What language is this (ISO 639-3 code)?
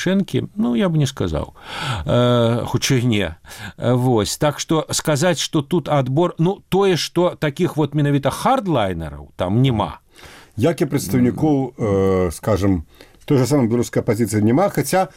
bel